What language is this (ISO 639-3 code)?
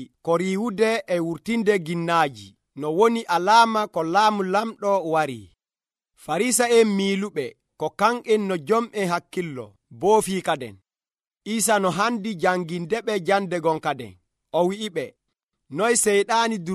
fuv